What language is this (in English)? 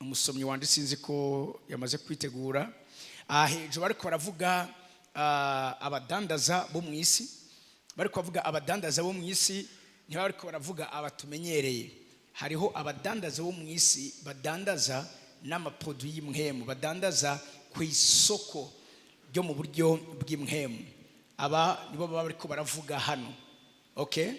Rundi